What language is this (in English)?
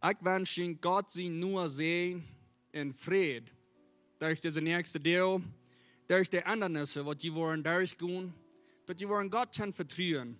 Plautdietsch